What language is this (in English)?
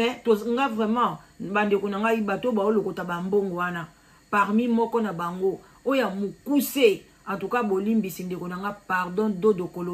Lingala